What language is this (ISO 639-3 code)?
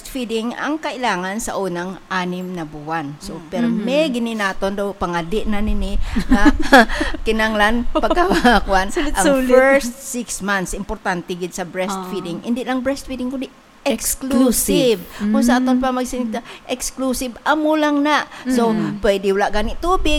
hil